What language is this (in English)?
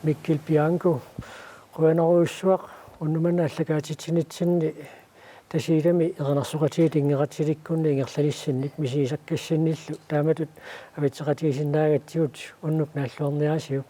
Kalaallisut